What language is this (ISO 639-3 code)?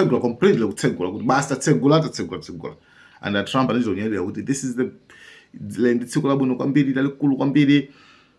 nya